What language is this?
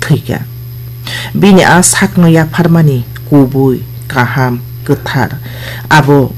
Kok Borok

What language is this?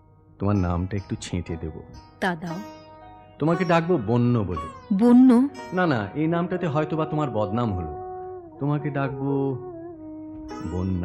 Bangla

